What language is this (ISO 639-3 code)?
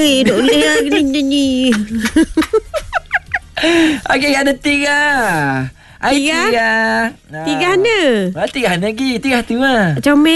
msa